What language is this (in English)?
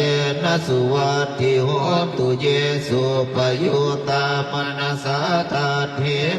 Pali